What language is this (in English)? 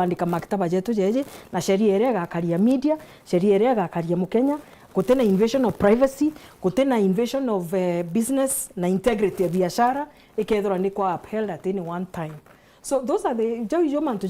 Meru